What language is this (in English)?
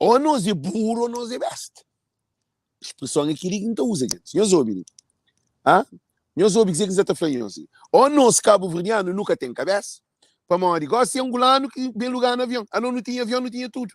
Kabuverdianu